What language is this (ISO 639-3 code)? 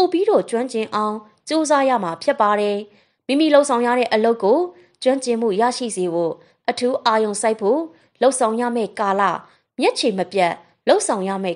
mya